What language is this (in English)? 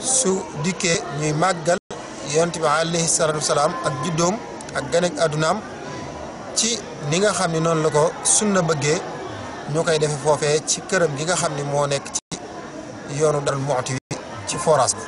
Wolof